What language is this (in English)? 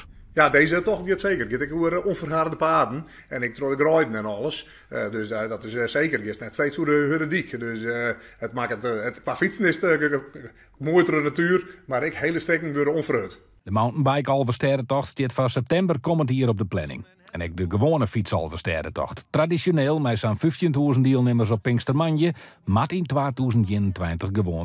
Western Frisian